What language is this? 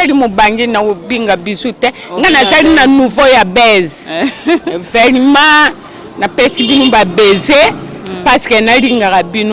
Lingala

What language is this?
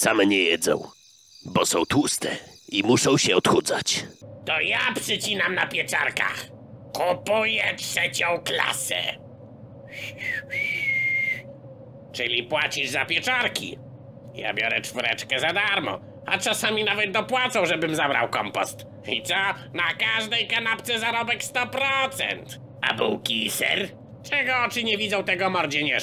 Polish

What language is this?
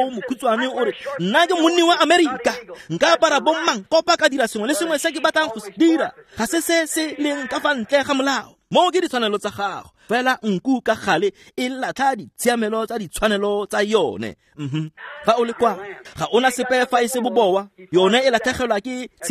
Tswana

